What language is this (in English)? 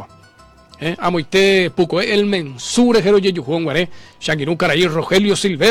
Guarani